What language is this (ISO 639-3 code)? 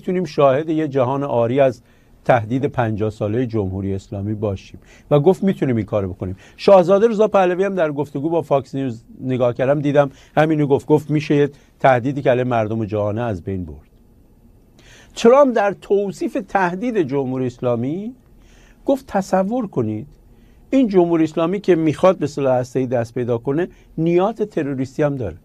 fas